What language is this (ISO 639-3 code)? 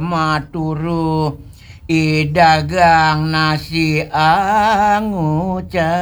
ban